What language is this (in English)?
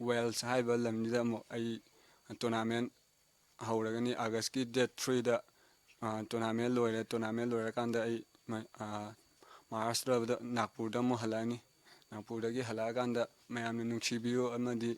Manipuri